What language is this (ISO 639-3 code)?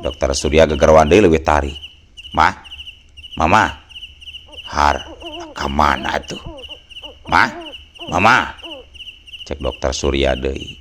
sun